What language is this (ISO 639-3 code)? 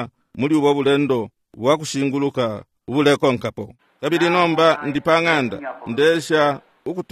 bem